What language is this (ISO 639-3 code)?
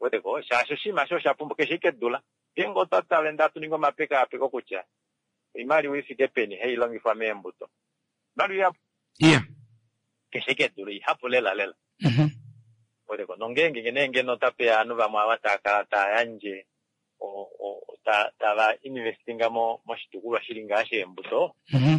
kua